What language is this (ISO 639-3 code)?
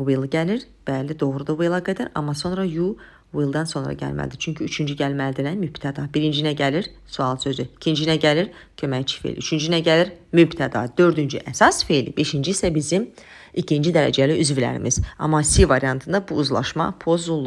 aze